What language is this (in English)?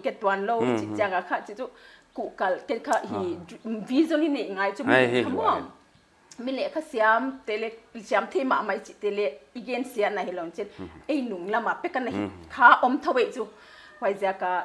Paite Chin